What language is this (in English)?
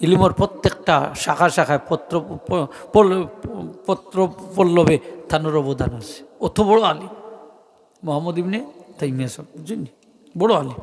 Sylheti